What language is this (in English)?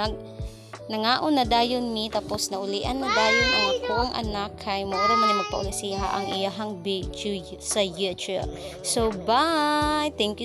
Cebuano